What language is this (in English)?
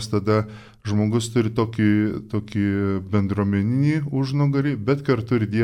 Lithuanian